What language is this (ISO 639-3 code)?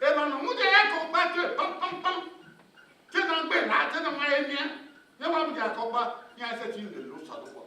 bin